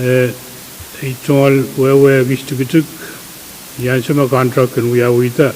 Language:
Pohnpeian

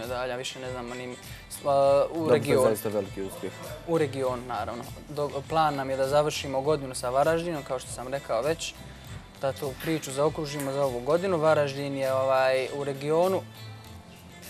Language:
Bosnian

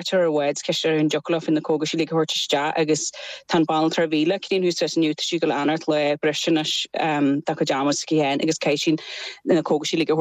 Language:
Irish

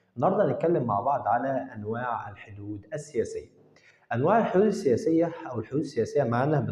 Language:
Egyptian Arabic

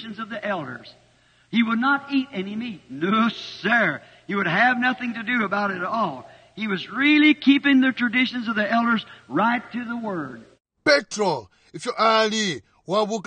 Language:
Bemba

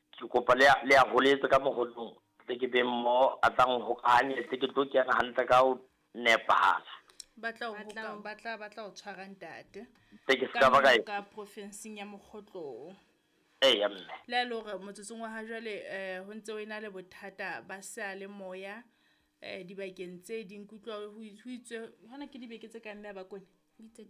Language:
Southern Sotho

